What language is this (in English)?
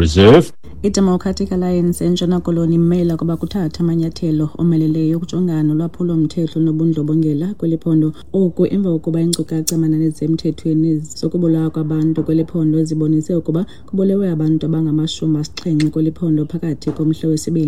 Xhosa